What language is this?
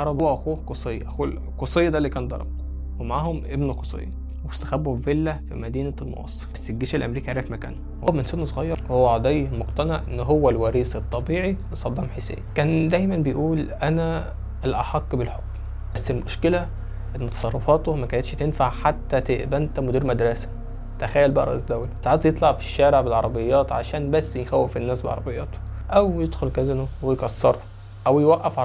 Egyptian Arabic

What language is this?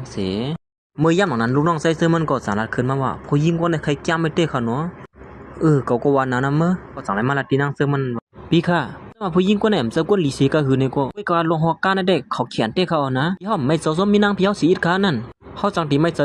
Shan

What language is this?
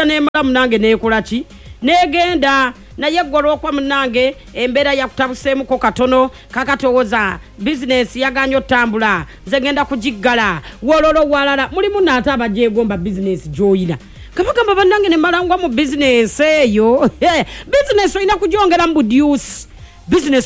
Ganda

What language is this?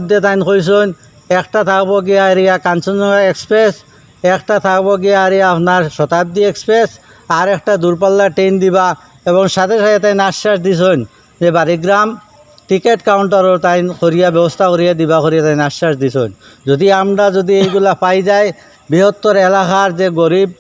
Sylheti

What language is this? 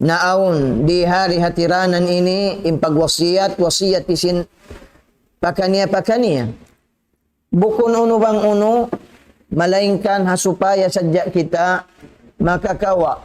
Tausug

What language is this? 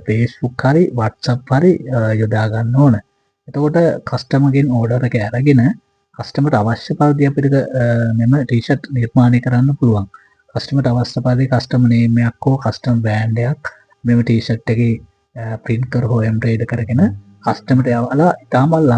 Sinhala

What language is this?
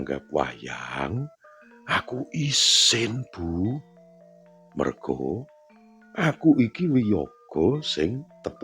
Javanese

